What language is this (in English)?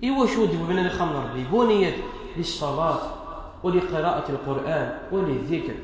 Kabyle